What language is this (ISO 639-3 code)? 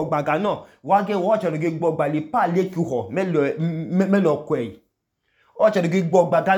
idu